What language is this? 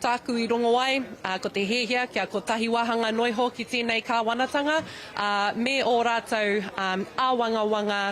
Māori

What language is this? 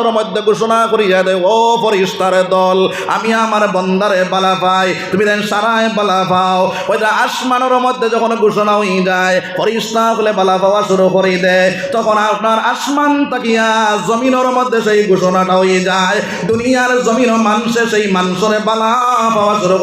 Sylheti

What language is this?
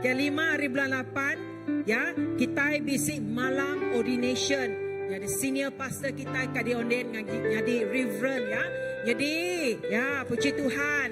Iban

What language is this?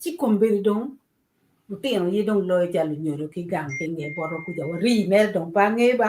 Acoli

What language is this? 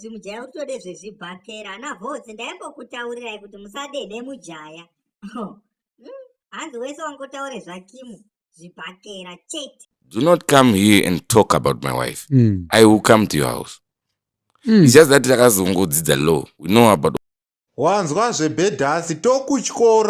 Shona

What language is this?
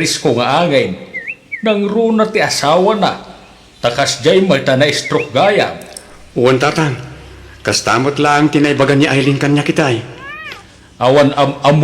Iloko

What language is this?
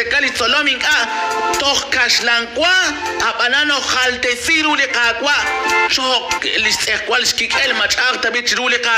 Kekchí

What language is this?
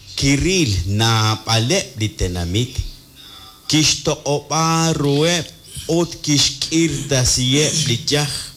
Kekchí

